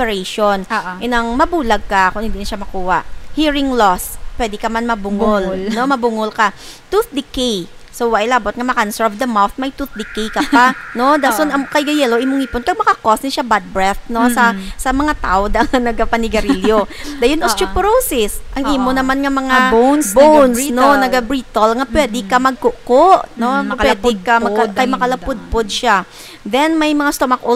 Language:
Hiligaynon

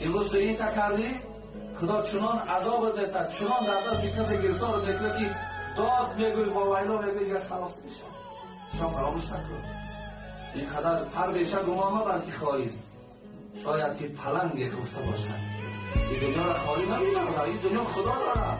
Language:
Tajik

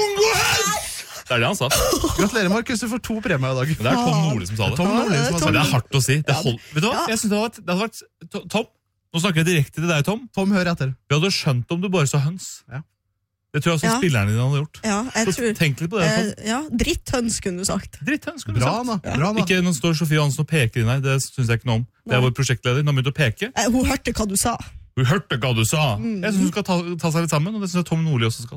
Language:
Norwegian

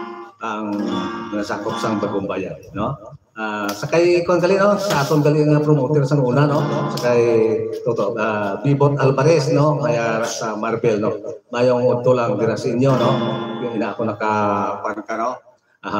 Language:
Hiligaynon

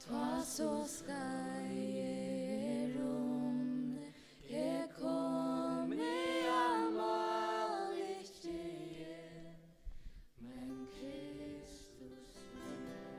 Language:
Faroese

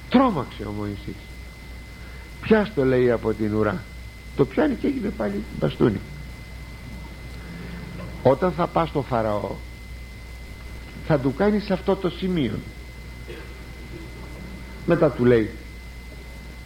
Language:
Greek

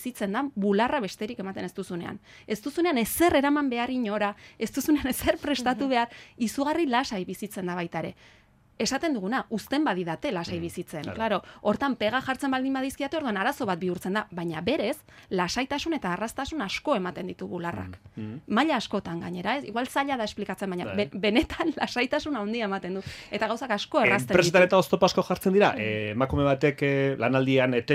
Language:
Basque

